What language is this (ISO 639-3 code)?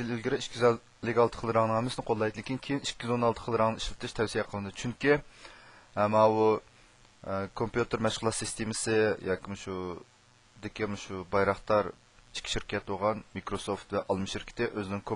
uig